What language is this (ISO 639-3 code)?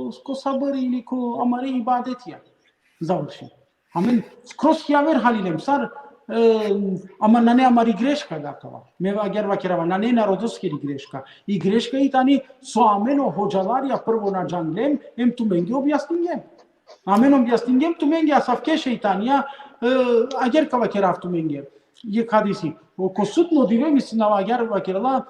rmn